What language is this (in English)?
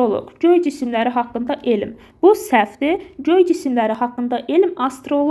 Azerbaijani